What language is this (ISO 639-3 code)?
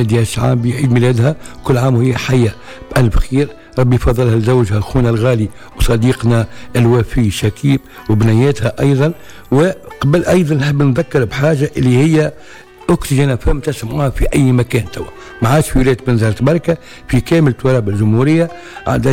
aeb